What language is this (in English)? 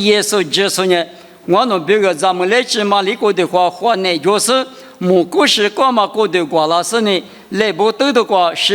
Lisu